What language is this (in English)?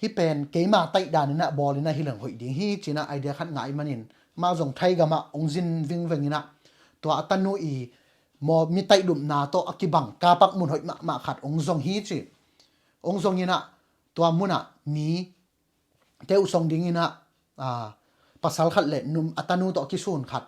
Tedim Chin